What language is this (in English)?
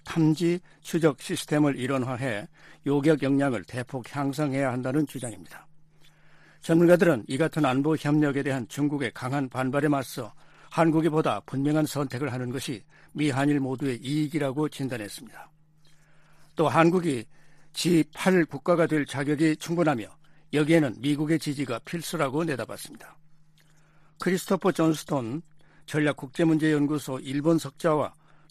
Korean